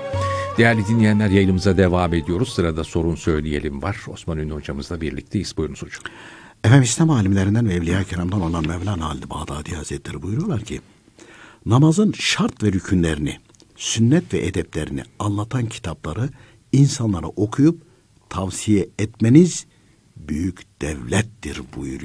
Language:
Turkish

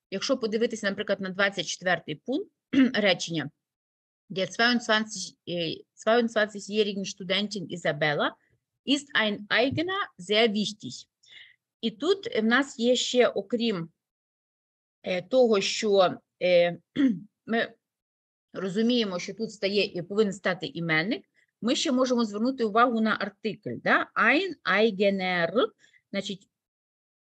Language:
Ukrainian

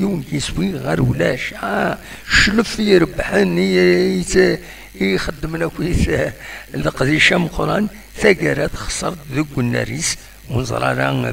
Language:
Kabyle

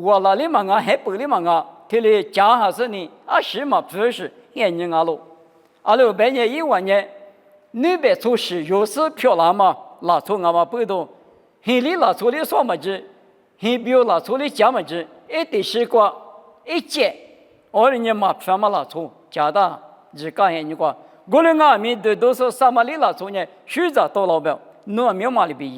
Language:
Lisu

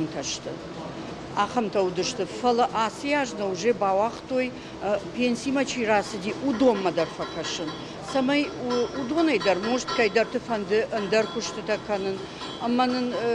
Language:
Ossetic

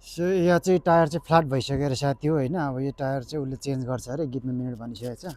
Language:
Nepali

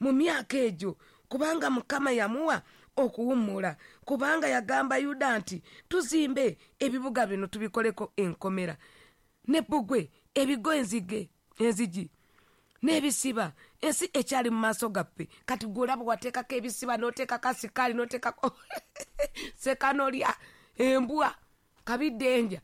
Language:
Ganda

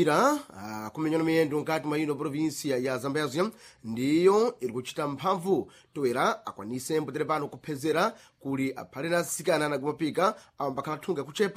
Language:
Sena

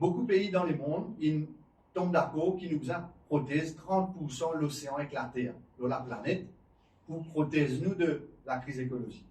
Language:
Morisyen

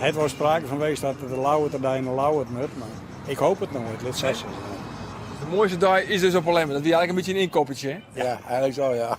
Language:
Western Frisian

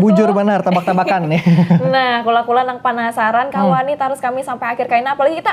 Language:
Banjar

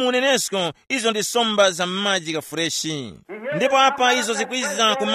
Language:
Tumbuka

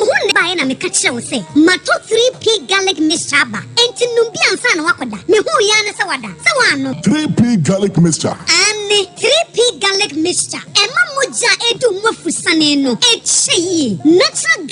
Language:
Akan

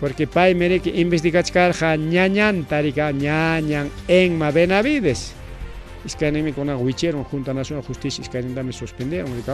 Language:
Ayacucho Quechua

